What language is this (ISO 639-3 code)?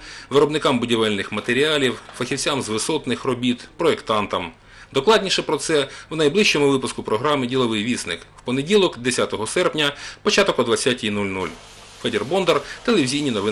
ukr